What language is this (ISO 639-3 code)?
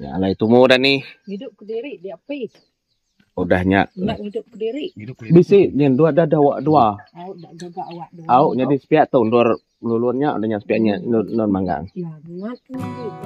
iba